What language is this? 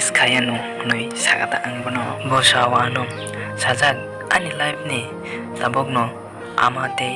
Kok Borok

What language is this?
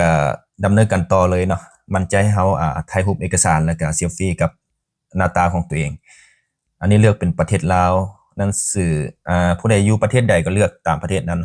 Lao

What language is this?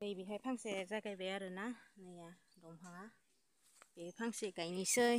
Bodo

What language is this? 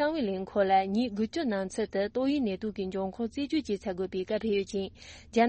Tibetan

